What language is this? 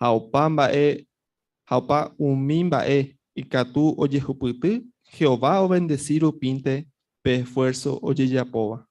Guarani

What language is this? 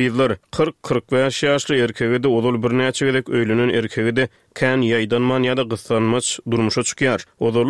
Turkmen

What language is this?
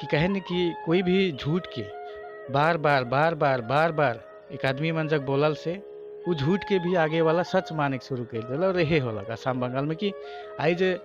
Sadri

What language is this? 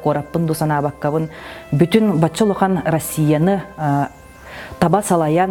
Yakut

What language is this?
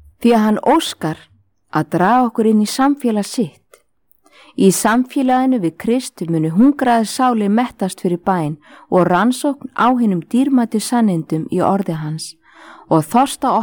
Icelandic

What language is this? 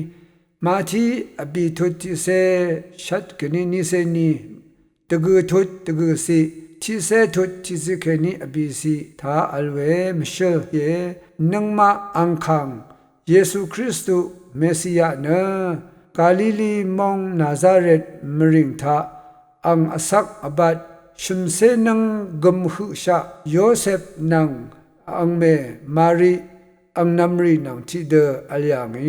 Rawang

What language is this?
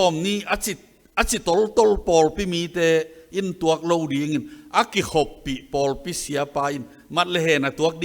Tedim Chin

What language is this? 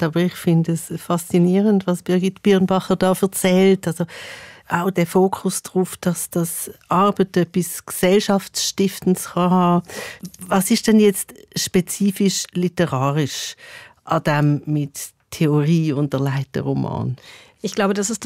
Swiss German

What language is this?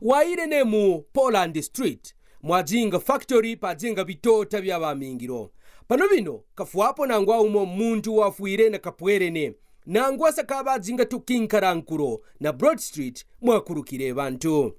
Kaonde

